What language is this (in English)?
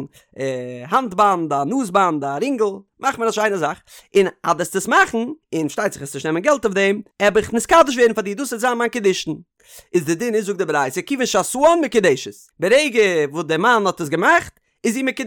Yiddish